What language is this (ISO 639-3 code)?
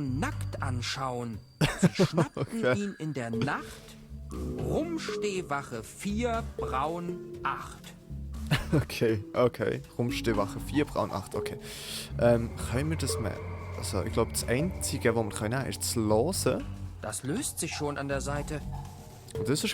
gsw